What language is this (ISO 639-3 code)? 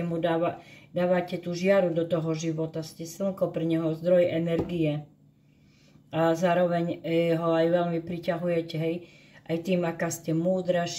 slk